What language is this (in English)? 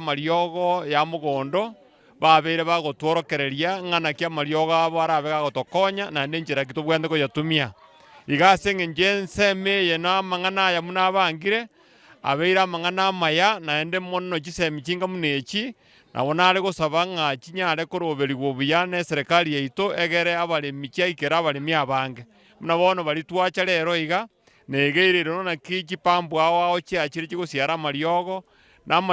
Gusii